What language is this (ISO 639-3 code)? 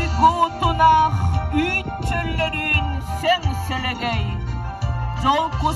sah